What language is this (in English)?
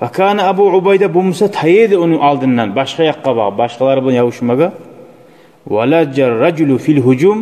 Kumyk